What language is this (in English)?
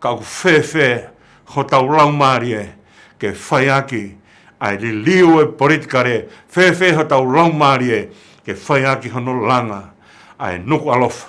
Tongan